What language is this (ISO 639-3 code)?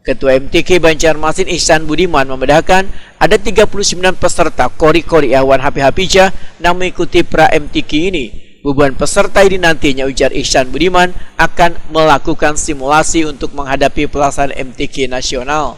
bjn